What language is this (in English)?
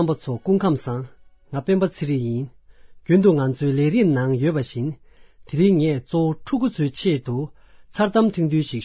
Tibetan